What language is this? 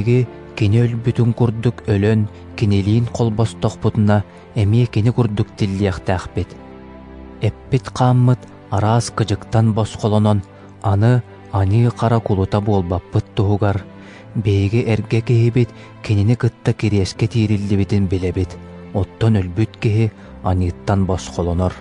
Yakut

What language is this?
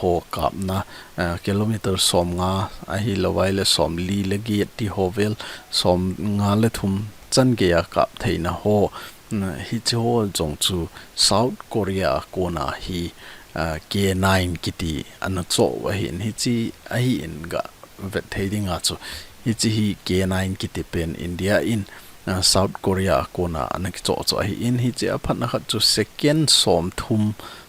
Thado Chin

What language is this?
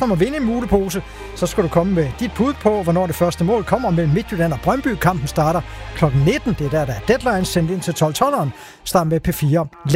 Danish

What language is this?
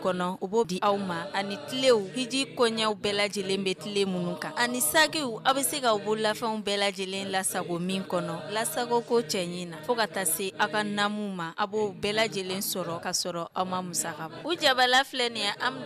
Bambara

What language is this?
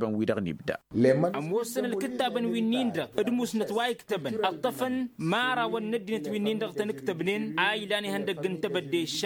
Tamasheq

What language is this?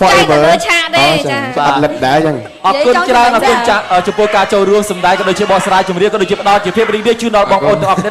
Khmer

